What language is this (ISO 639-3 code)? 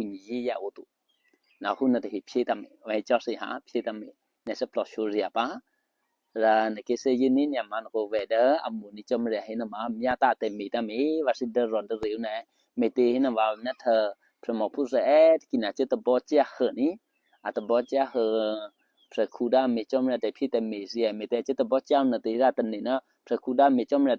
eky